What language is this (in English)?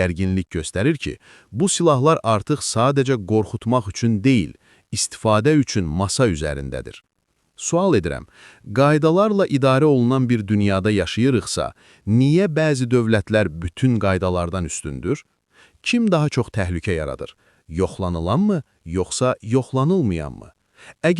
Azerbaijani